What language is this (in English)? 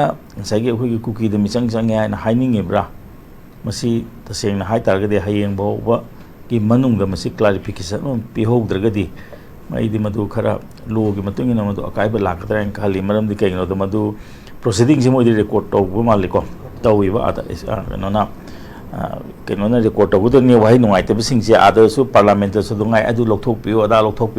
Manipuri